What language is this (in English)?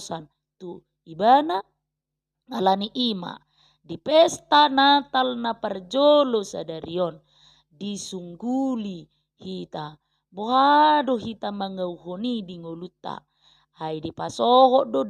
Batak Toba